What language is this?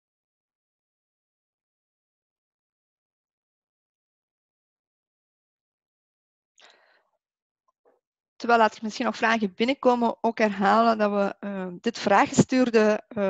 Dutch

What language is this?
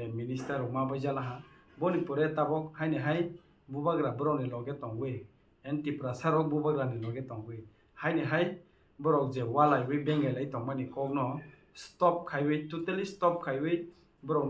Kok Borok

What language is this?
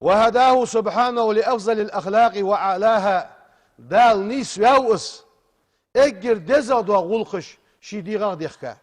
Ingush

